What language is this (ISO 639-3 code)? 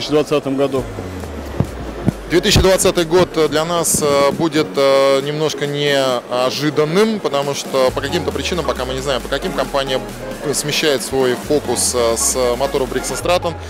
rus